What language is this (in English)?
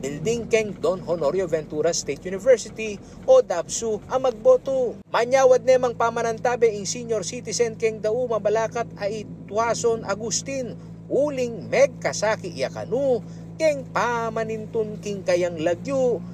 Pampanga